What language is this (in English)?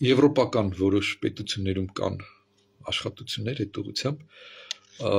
Armenian